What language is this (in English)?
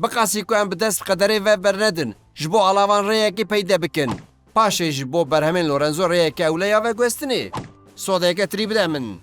Kurdish